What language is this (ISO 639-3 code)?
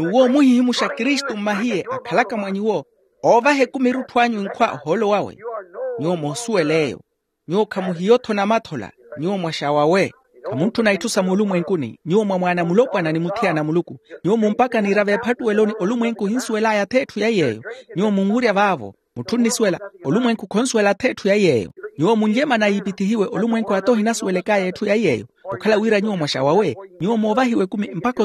vmw